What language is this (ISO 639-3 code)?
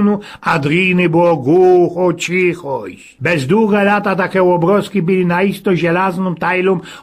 szl